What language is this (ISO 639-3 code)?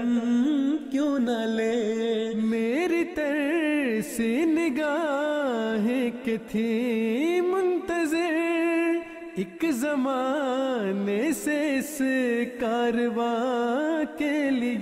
urd